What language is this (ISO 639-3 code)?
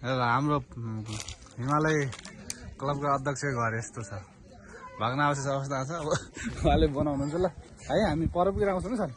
nep